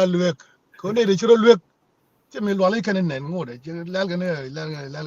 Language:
Nuer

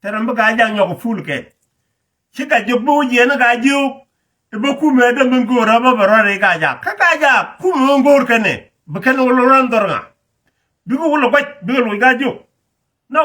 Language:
Nuer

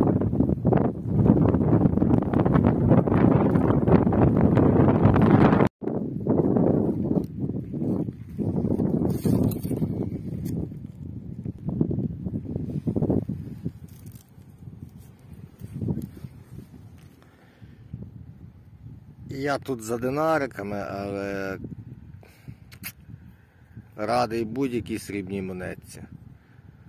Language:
Ukrainian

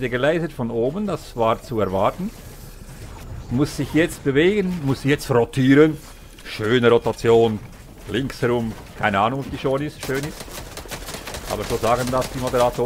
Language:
German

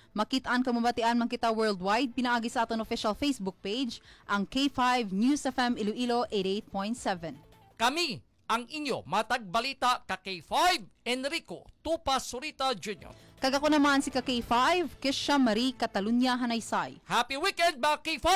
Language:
Hiligaynon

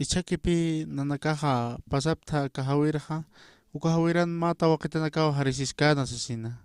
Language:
Aymara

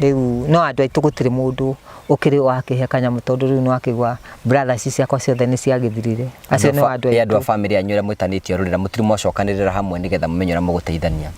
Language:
Kikuyu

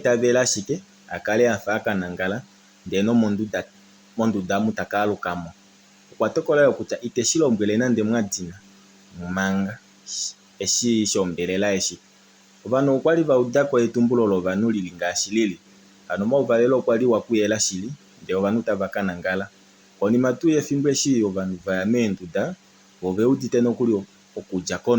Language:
Kuanyama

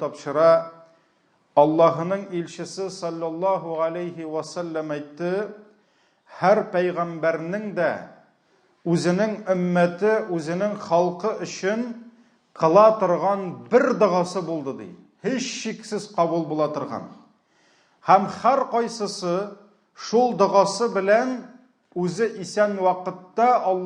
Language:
Tatar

